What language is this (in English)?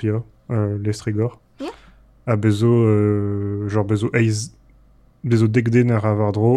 Breton